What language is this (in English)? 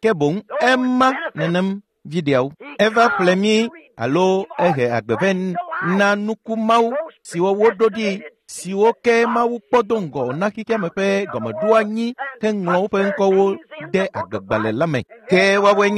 Ewe